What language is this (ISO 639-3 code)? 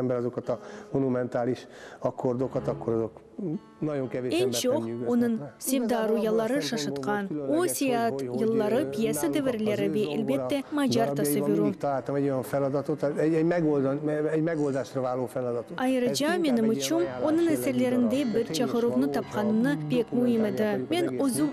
crh